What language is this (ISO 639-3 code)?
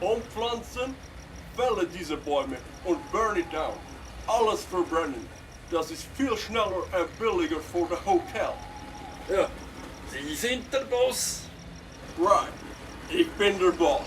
gsw